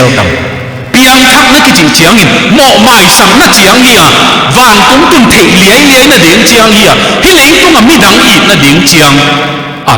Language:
Tedim Chin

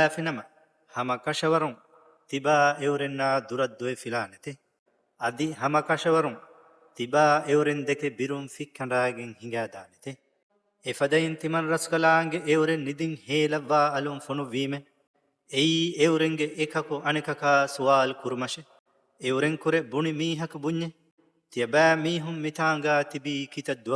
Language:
Divehi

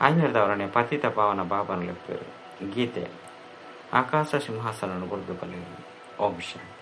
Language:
Tulu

